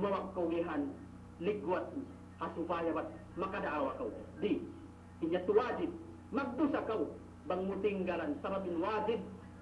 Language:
Yakan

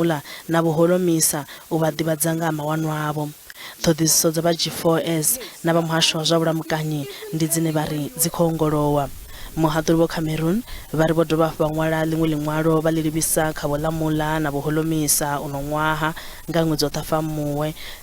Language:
Venda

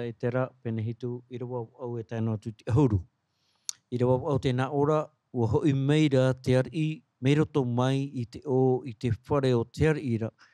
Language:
Tahitian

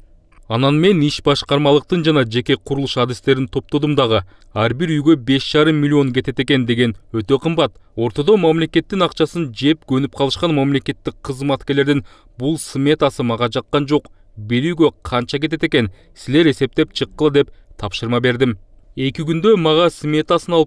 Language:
Kyrgyz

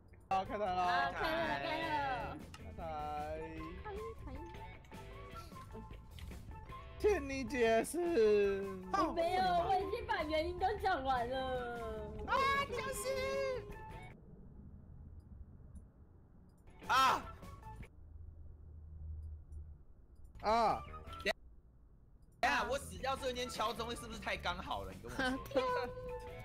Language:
Chinese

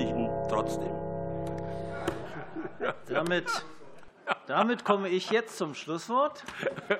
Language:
German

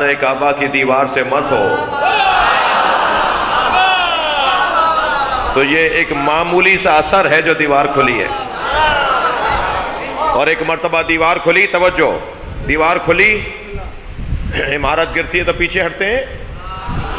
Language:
Urdu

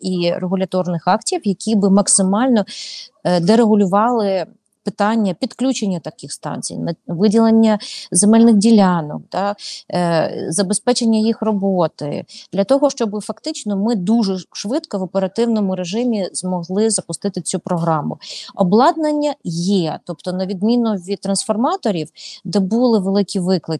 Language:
Ukrainian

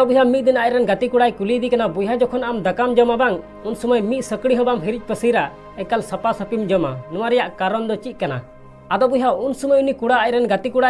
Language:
Santali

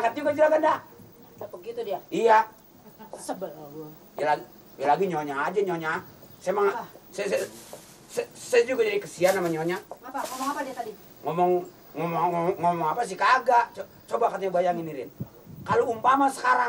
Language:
Betawi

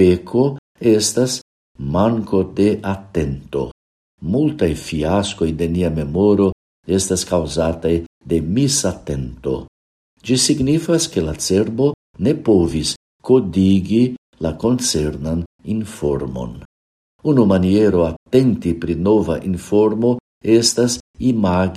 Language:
Esperanto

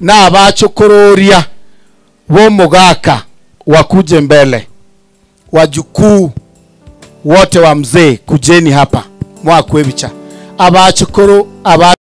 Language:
Gusii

